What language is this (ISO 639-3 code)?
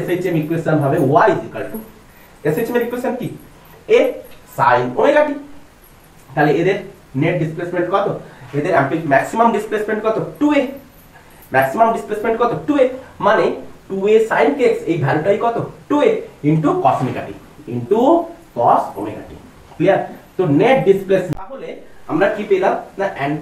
ben